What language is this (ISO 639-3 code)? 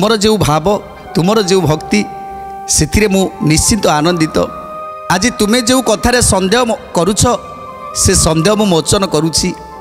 ori